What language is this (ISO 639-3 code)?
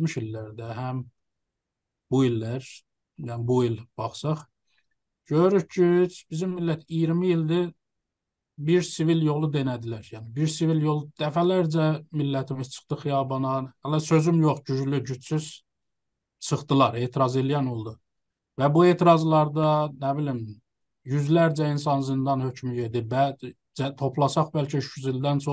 azb